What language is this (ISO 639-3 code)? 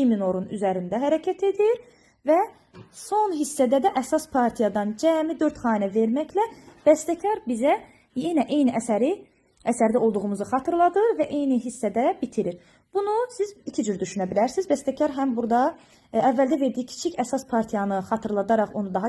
aze